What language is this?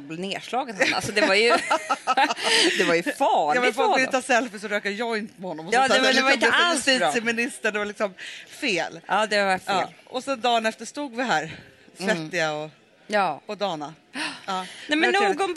Swedish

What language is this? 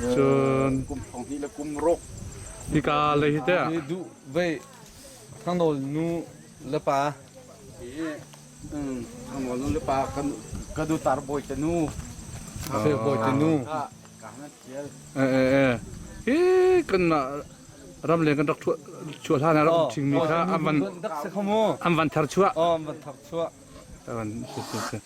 Hakha Chin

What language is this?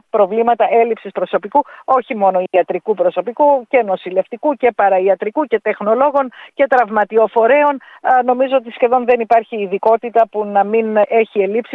Greek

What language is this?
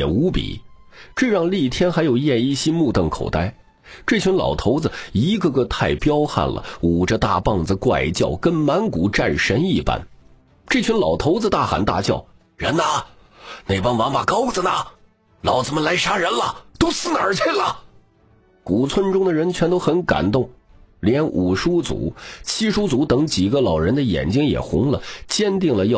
Chinese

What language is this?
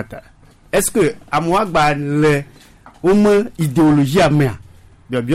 Gen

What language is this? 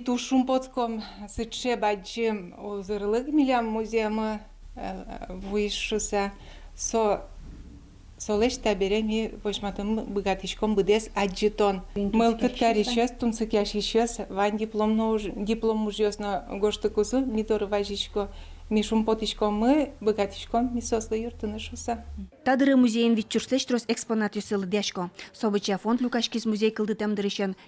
Udmurt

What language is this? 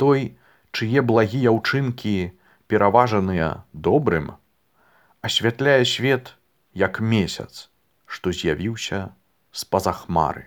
Belarusian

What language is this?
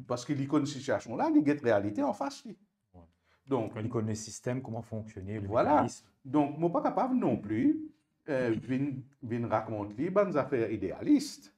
Morisyen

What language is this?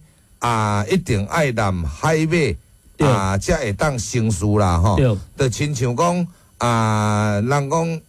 Min Nan Chinese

